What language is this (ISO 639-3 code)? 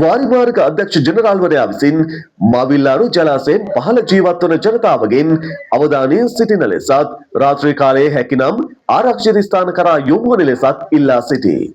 sin